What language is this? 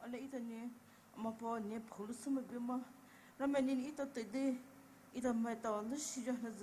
Poumei Naga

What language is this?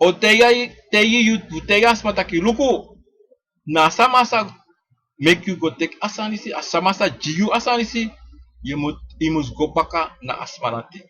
Sranan Tongo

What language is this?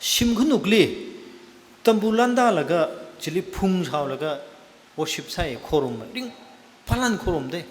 Tangkhul Naga (India)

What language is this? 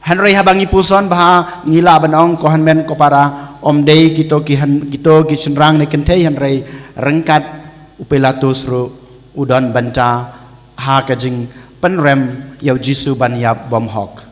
Khasi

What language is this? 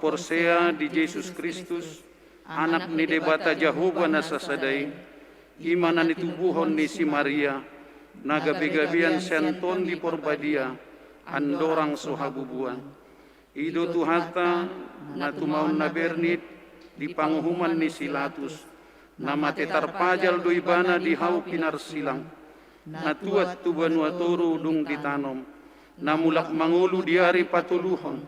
Batak Toba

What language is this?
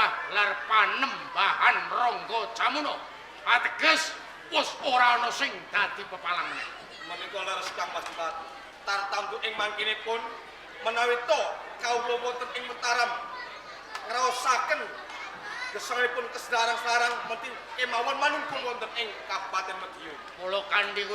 Javanese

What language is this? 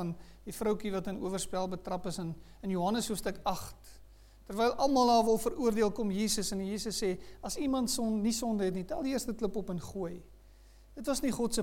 Afrikaans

